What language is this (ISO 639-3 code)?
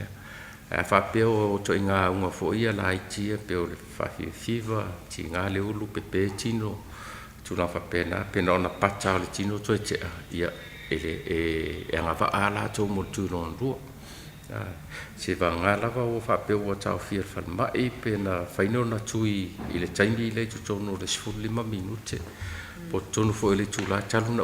smo